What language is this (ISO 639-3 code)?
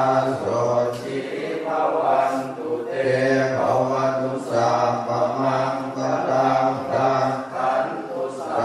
pli